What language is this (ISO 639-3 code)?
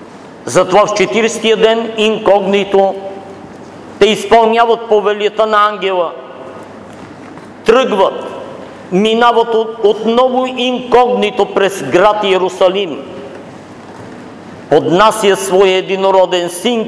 bul